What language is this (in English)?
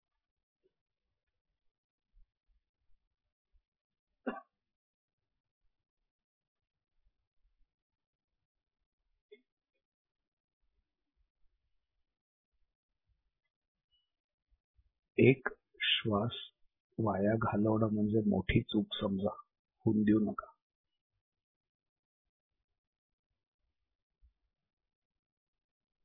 Marathi